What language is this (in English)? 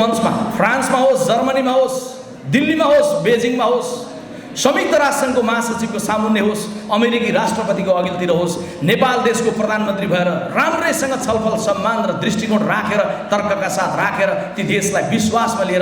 Nepali